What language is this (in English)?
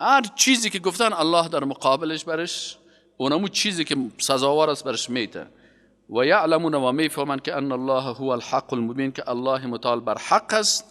Persian